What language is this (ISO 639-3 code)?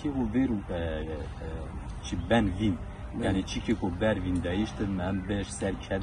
zza